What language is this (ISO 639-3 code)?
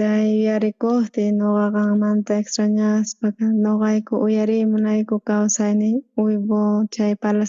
quh